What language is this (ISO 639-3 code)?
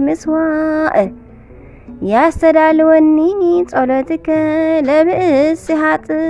tir